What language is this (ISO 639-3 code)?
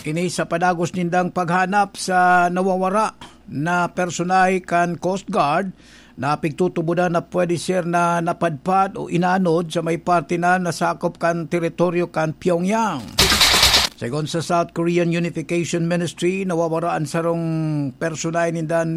bik